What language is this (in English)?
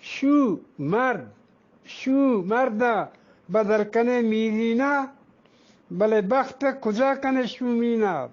Eastern Balochi